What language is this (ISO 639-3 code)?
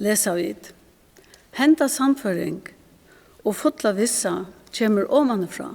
fao